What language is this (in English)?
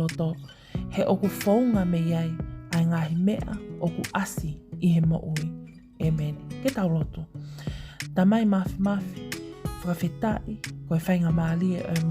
Tongan